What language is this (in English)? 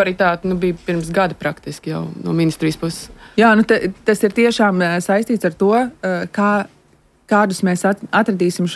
Latvian